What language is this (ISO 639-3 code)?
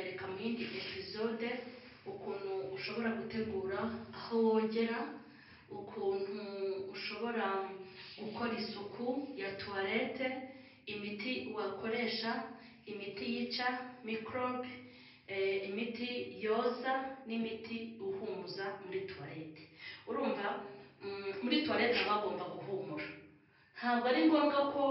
kin